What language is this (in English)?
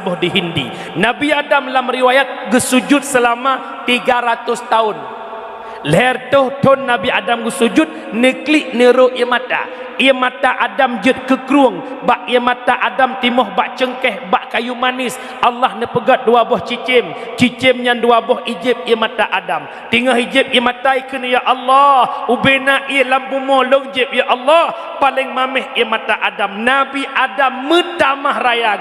Achinese